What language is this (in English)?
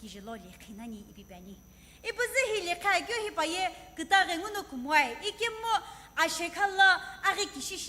Sumi Naga